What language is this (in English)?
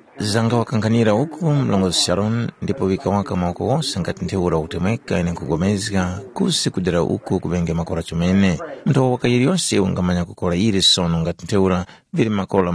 Tumbuka